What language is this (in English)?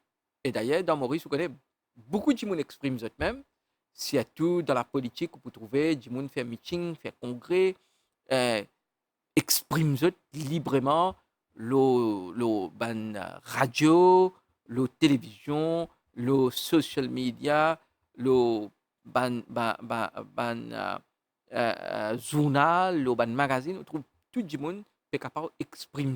Morisyen